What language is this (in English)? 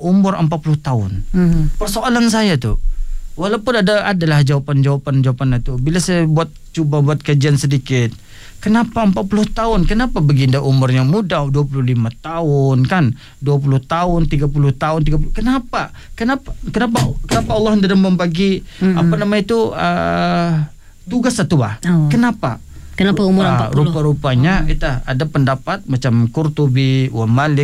Malay